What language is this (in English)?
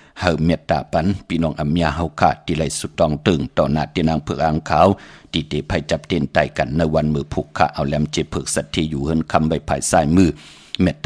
Shan